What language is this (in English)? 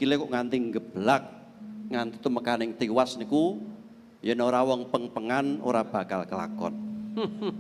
Javanese